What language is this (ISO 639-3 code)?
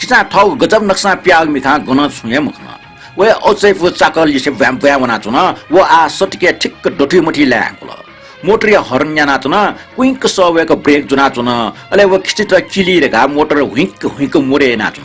new